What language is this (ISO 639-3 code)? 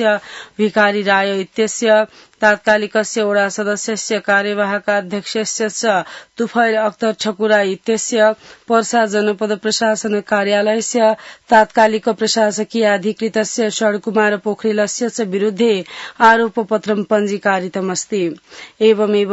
san